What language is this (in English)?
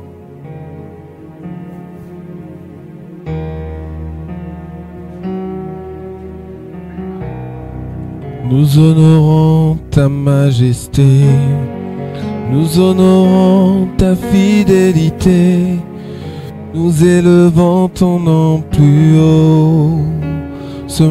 French